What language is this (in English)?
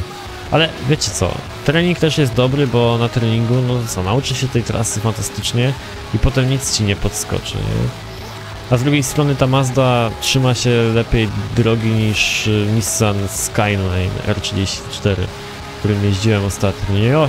Polish